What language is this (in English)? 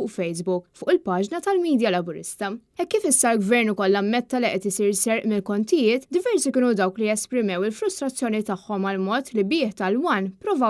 Maltese